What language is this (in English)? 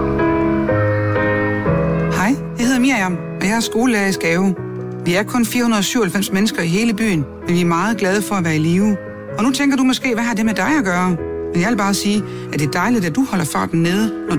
Danish